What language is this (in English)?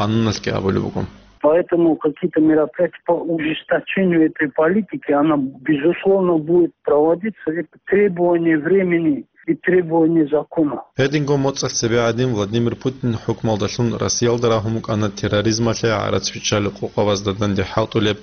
Avaric